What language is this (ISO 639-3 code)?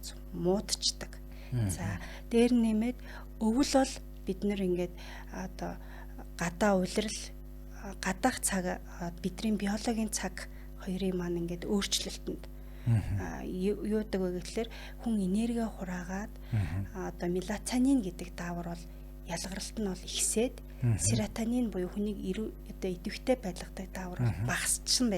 mon